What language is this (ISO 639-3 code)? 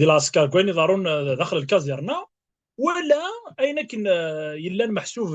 kab